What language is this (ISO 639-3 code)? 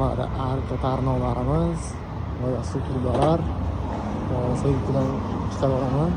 uzb